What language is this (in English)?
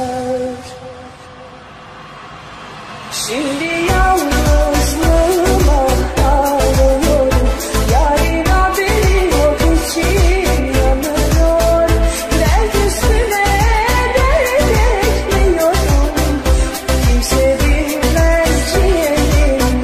Turkish